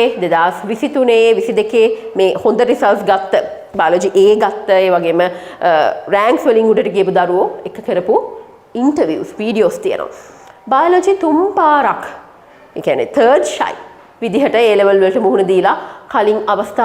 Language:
Sinhala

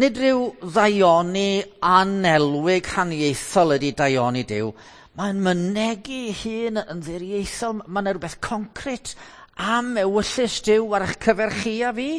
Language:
Welsh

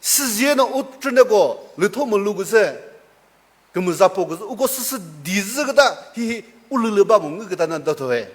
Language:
Chokri Naga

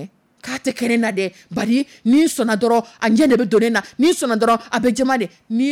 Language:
Dyula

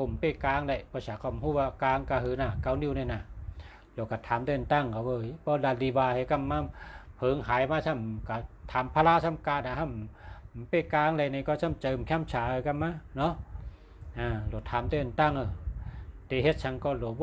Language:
Shan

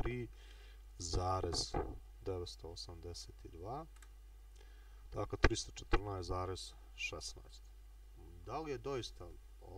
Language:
Croatian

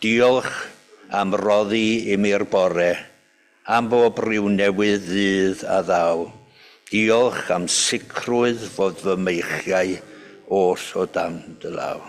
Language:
Welsh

